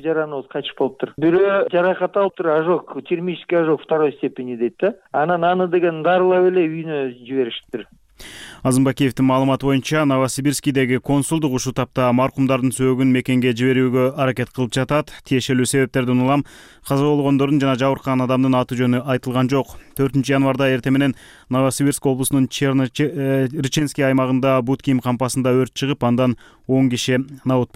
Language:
Kyrgyz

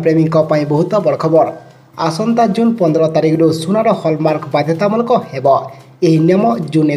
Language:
Odia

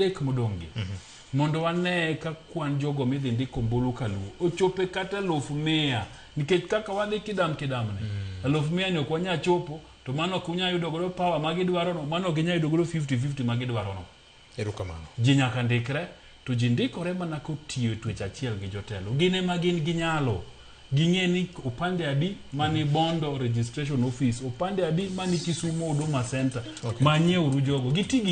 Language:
Luo (Kenya and Tanzania)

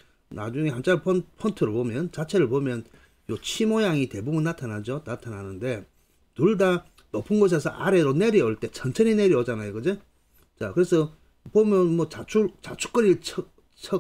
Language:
Korean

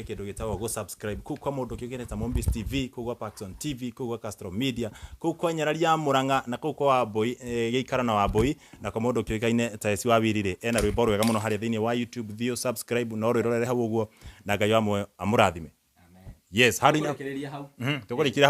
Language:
Kikuyu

